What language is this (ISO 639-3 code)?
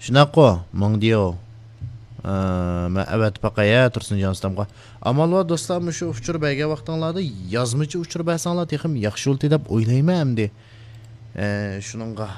uig